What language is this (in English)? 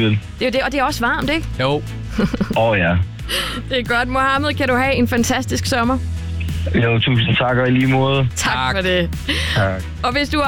Danish